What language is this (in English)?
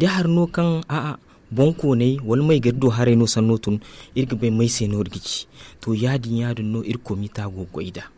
Zarma